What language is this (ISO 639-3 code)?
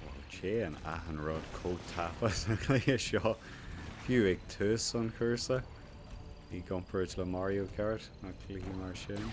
gle